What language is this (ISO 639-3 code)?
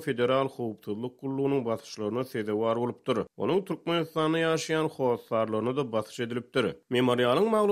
tuk